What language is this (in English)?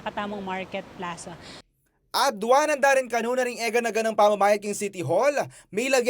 Pampanga